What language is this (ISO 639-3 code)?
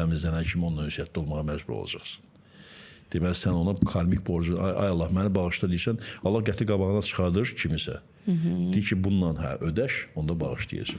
aze